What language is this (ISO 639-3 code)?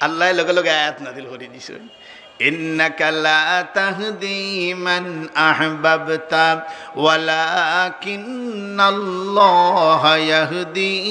syl